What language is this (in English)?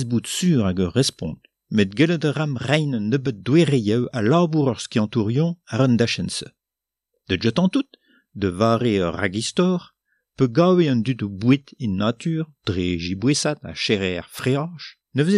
Breton